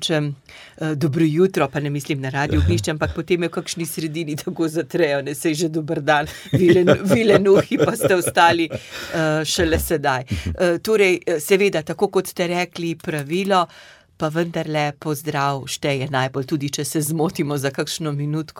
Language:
Slovenian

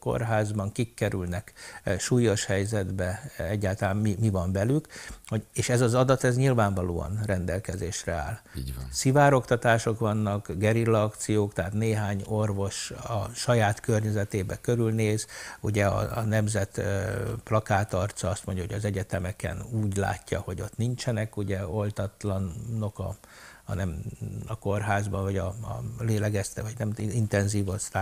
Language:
Hungarian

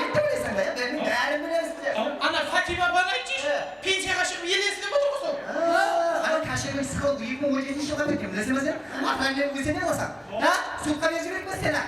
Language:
Kara-Kalpak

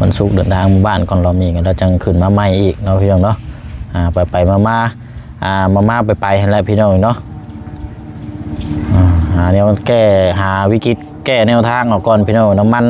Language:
Lao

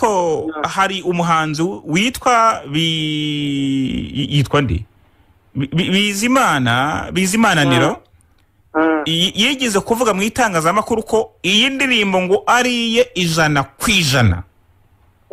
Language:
Kinyarwanda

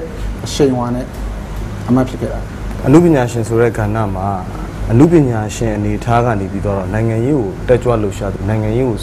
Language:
Burmese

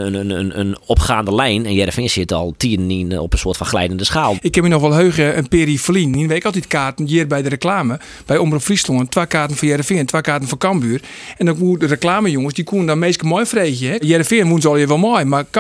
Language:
Western Frisian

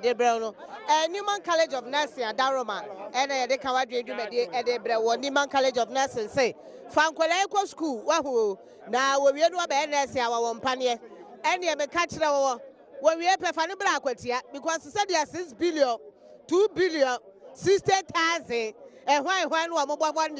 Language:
Akan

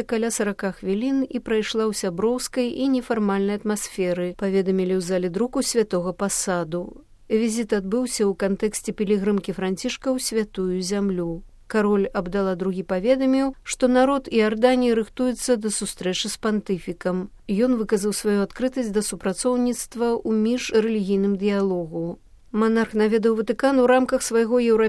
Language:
Belarusian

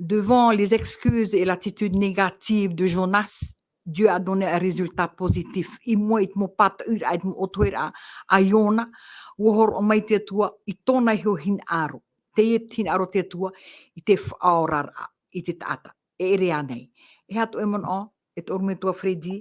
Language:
Tahitian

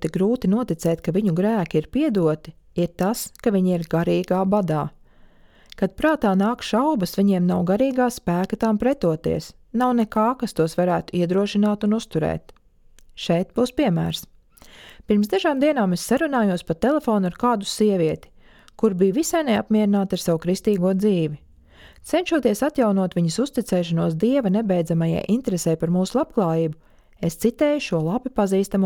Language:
Latvian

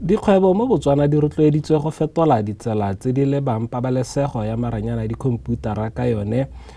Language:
Tswana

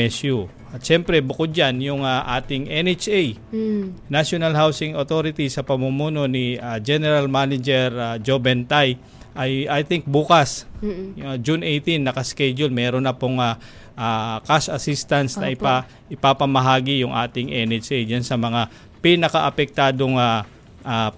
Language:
Filipino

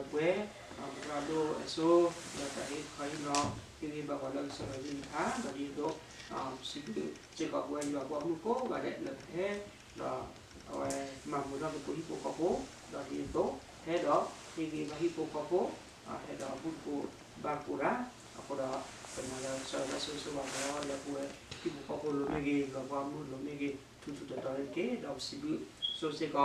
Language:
S'gaw Karen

